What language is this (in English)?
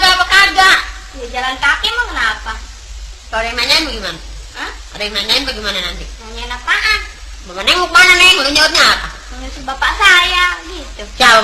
Betawi